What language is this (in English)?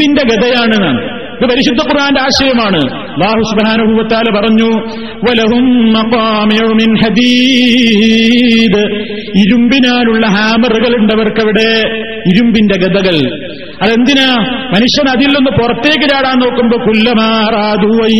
Malayalam